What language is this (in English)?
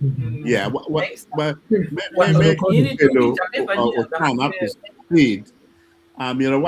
Acoli